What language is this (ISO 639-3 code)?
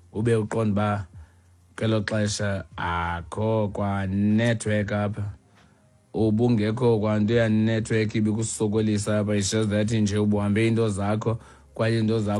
xho